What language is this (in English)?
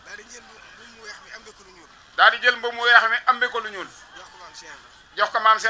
Wolof